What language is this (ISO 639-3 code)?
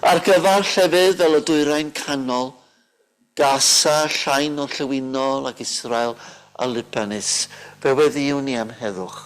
cym